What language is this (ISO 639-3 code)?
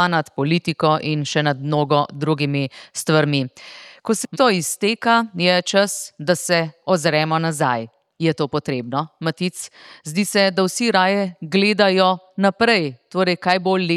slv